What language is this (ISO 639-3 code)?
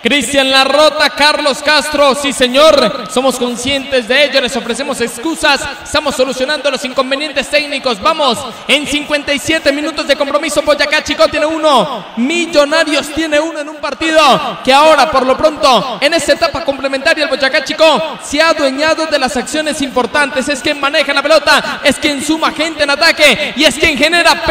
spa